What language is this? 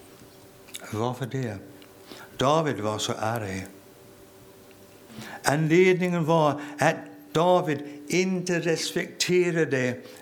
Swedish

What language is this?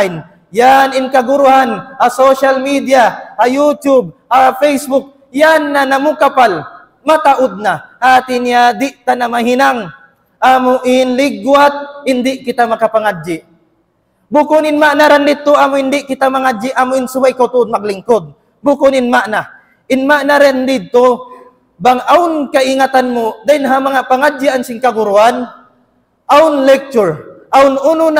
Tausug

